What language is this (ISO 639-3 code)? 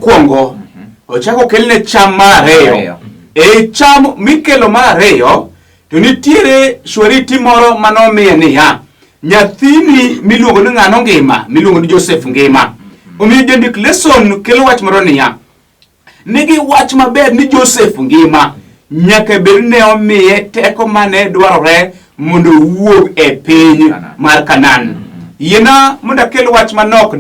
luo